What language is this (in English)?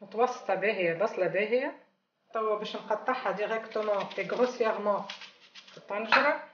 Tunisian Arabic